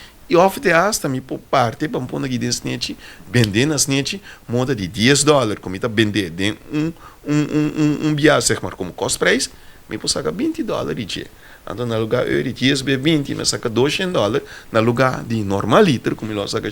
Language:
Papiamento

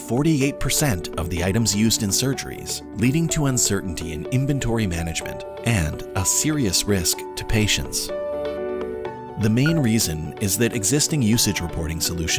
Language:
English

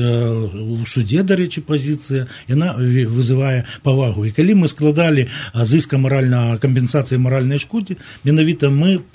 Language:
Belarusian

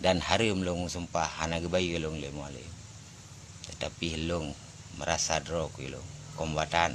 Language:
Achinese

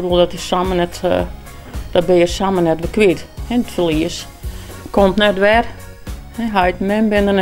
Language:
Western Frisian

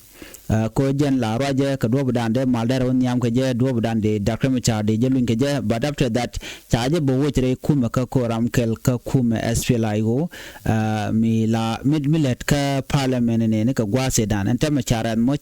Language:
Nuer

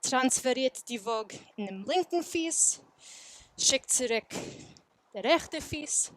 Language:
Yiddish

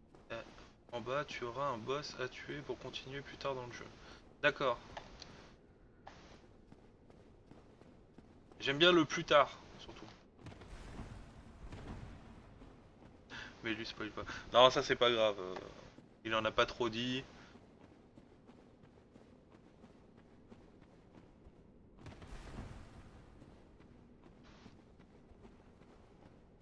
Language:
French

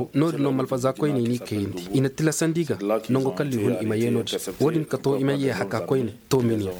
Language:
Koyraboro Senni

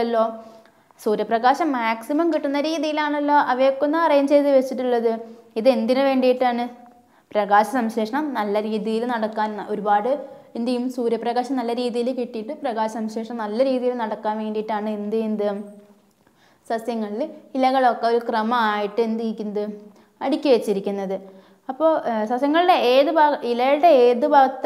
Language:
Malayalam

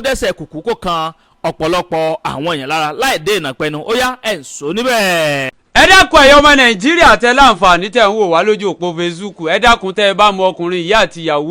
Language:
Yoruba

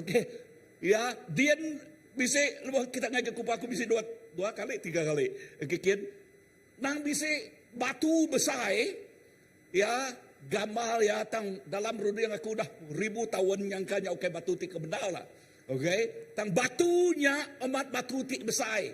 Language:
Iban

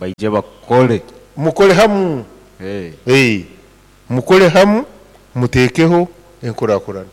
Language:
Nyoro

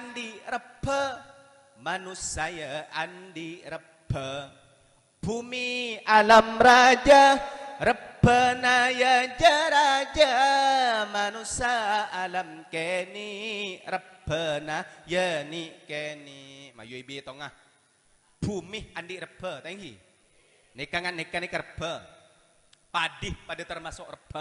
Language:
Madurese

